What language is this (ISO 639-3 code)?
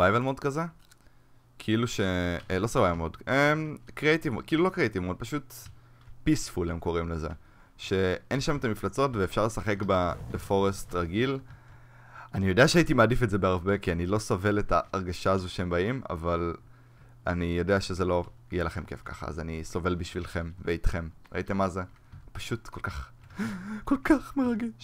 heb